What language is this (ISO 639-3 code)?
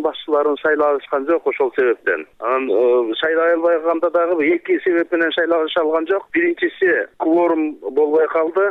kir